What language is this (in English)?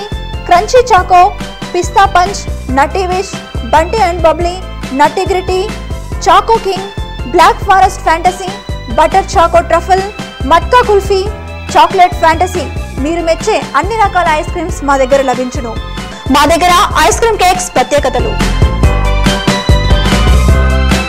Telugu